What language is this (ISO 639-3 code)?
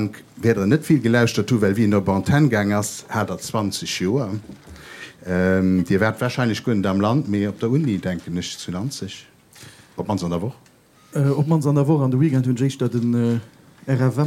ltz